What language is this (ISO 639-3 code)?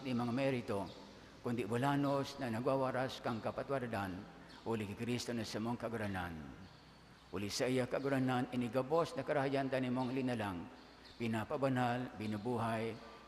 bik